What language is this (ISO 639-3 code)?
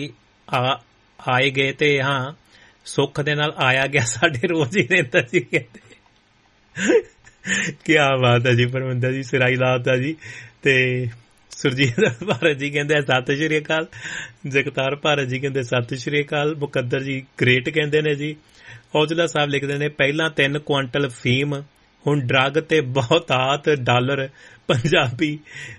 pan